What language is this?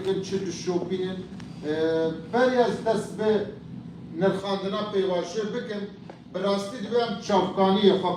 Kurdish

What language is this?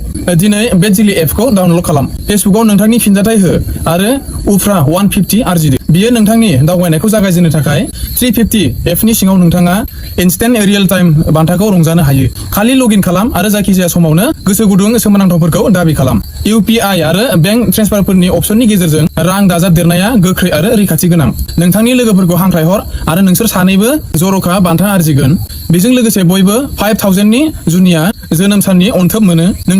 Bodo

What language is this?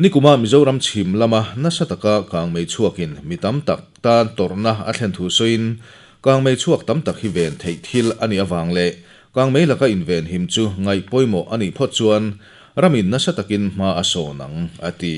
Mizo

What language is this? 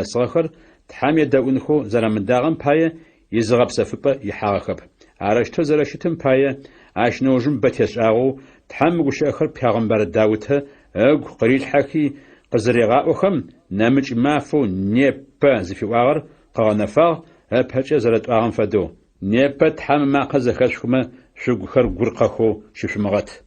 Adyghe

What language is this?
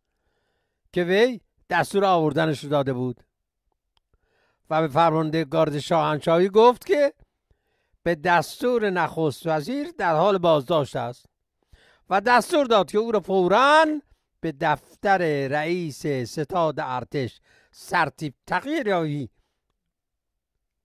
Persian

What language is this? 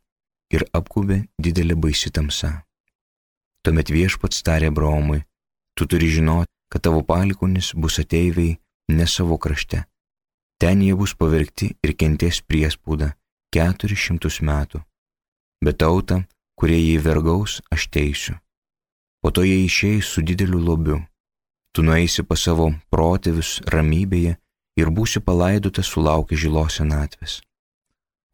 Lithuanian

